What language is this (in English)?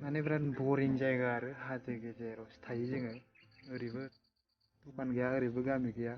Bodo